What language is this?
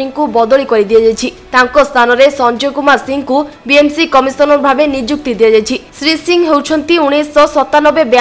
Odia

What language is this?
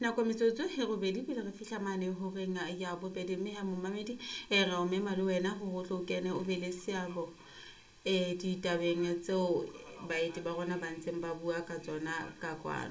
Southern Sotho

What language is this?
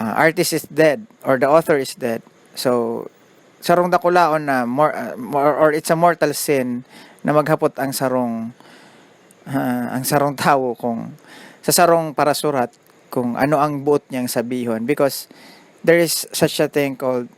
Bikol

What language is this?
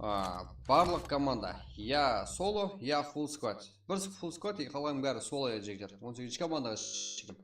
Kara-Kalpak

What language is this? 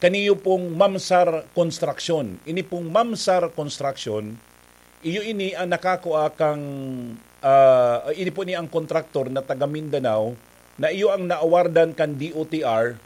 Bikol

